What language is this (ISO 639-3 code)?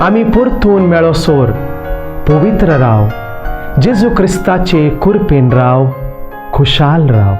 kok